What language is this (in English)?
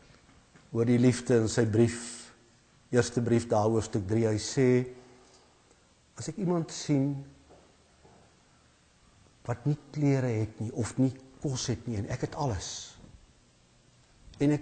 Afrikaans